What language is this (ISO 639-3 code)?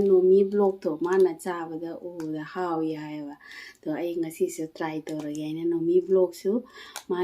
mni